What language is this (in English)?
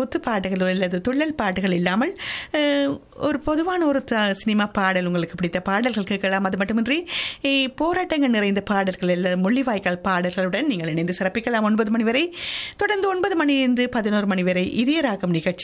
Tamil